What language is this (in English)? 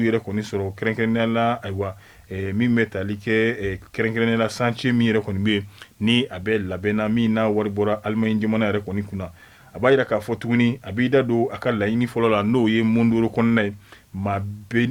Bambara